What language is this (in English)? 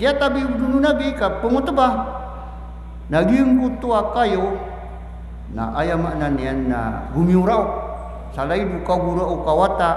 Maranao